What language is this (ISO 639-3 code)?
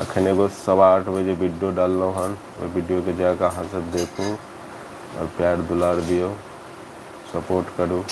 mai